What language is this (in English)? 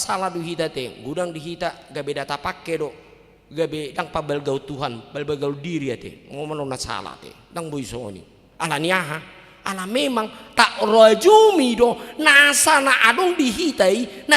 Batak Toba